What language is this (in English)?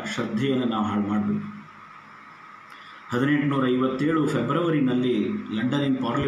Kannada